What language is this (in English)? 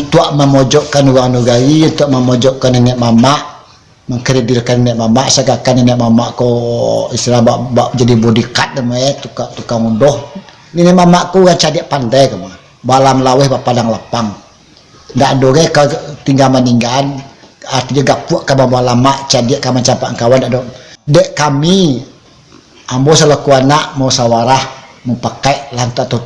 Minangkabau